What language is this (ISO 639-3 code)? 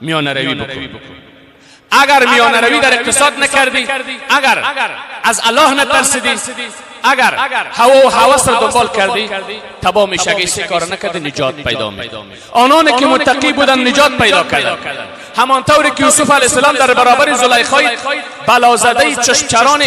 fas